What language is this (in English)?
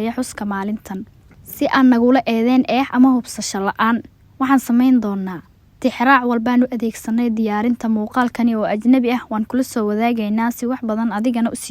Somali